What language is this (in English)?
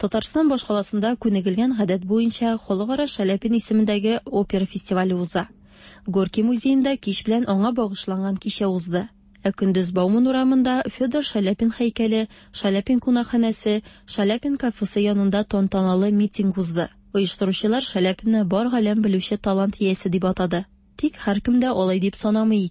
Tatar